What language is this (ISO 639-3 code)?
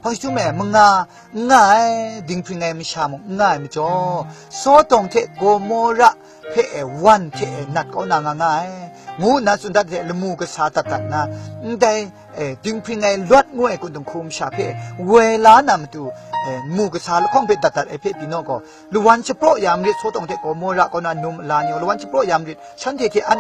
kac